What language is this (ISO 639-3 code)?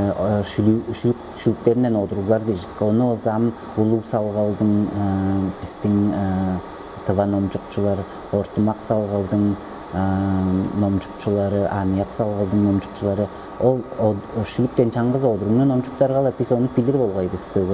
tyv